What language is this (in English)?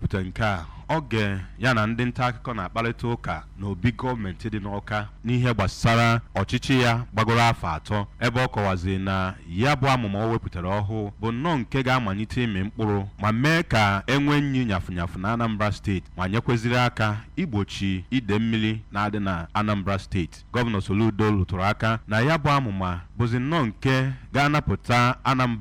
Igbo